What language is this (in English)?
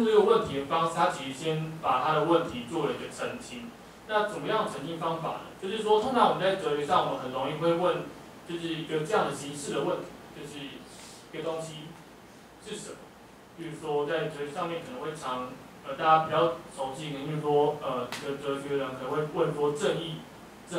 Chinese